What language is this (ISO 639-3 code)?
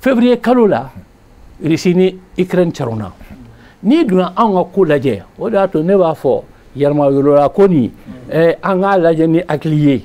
bam